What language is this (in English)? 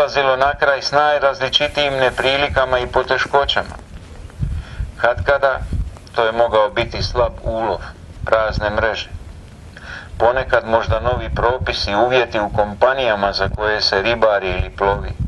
Croatian